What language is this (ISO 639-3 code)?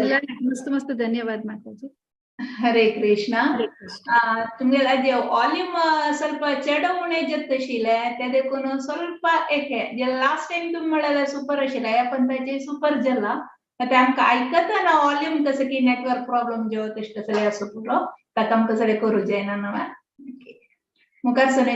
kok